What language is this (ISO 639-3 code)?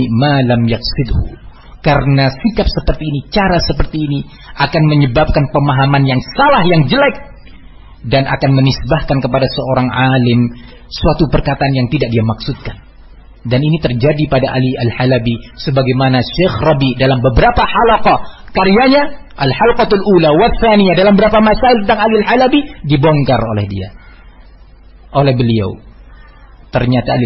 ind